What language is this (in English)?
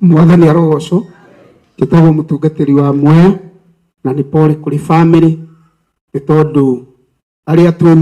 Kikuyu